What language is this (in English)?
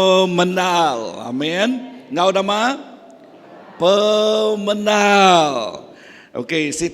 Iban